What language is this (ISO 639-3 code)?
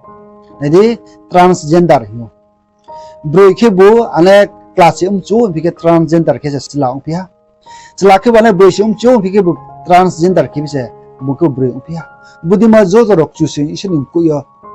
ria